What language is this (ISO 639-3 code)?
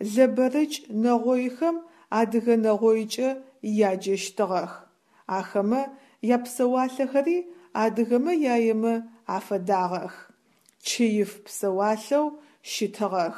ady